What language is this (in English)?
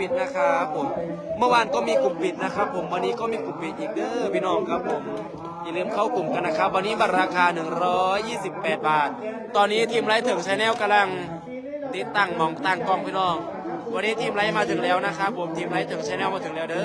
Northeastern Thai